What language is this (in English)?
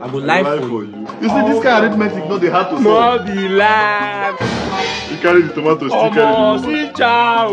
Nigerian Pidgin